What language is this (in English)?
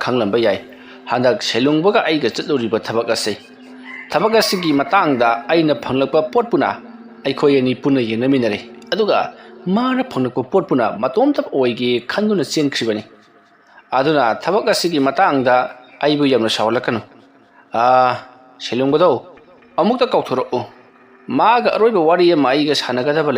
Manipuri